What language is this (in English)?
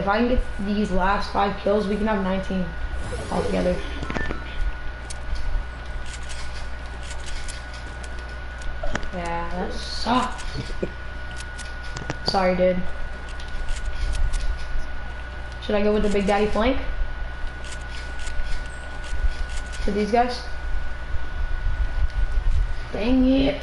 English